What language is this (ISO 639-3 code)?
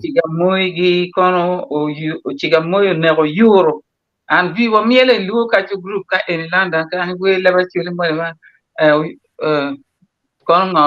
ach